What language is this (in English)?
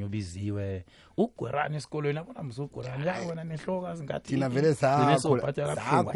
South Ndebele